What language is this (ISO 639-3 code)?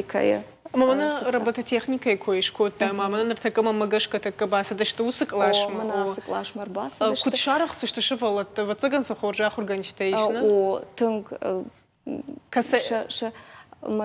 oss